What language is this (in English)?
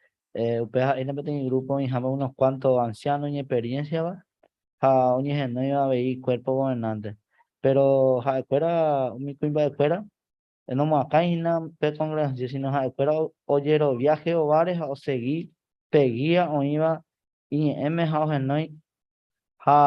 Guarani